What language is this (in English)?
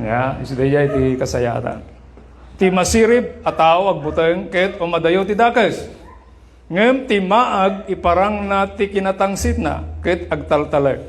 Iloko